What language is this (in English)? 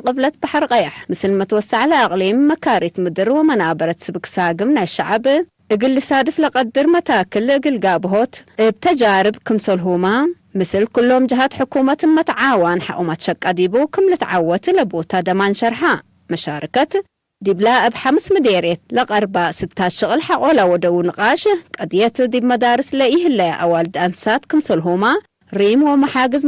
Tigre